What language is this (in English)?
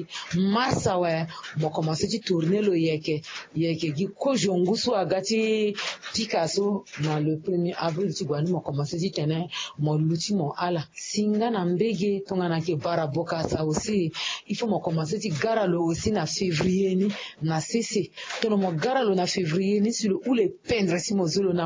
Sango